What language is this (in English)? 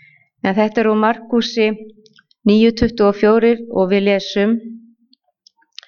Icelandic